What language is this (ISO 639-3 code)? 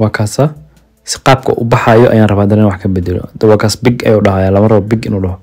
som